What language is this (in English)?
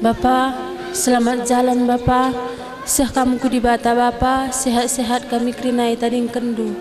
Batak Karo